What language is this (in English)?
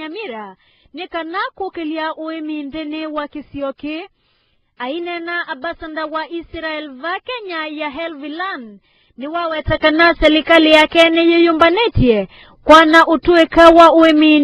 Kamba